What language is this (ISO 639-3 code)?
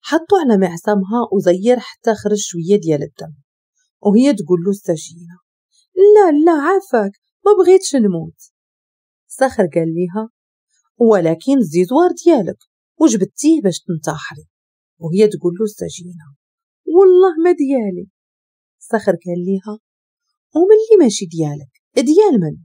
ary